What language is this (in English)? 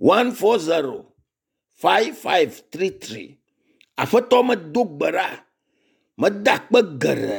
Ewe